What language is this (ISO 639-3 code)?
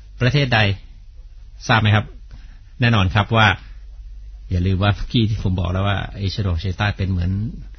tha